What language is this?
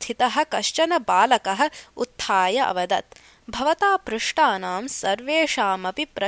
Sanskrit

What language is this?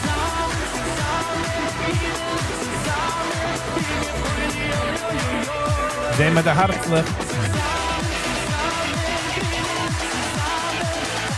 Yiddish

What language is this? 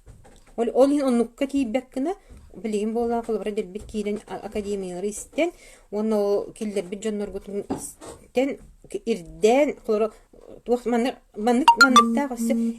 Yakut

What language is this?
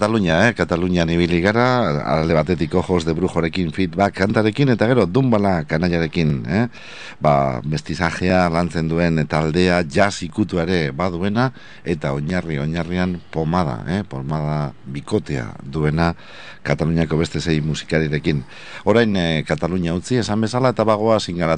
Basque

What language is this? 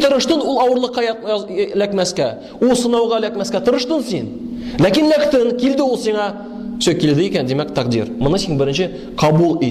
Tatar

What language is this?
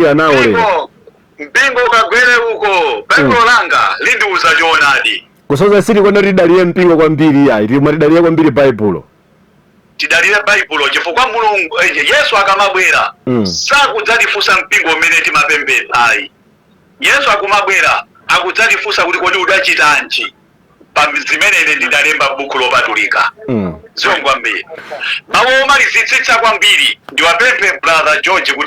Nyanja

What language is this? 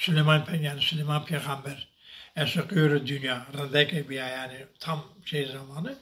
Zaza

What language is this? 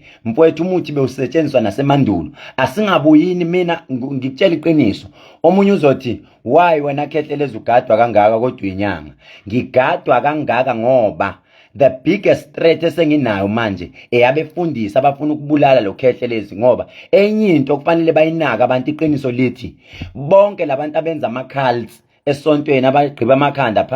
Zulu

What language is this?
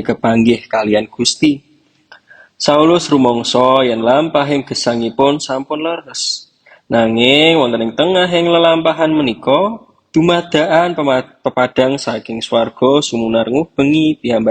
Javanese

